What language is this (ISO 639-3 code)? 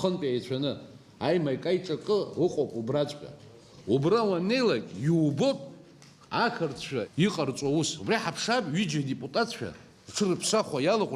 abk